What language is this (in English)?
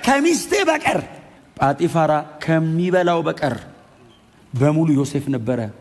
Amharic